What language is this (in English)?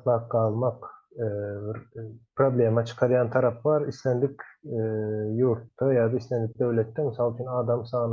Turkmen